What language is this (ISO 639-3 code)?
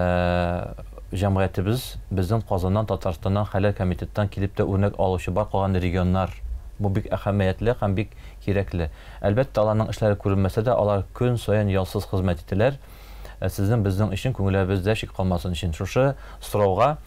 tat